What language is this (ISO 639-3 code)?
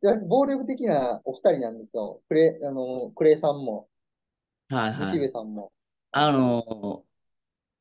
jpn